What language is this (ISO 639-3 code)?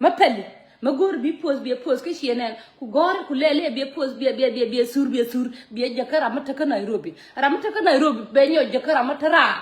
nus